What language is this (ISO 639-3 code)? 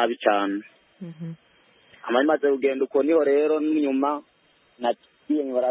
kin